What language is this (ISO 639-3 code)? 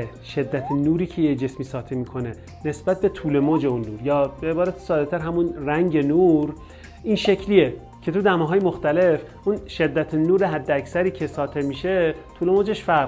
fas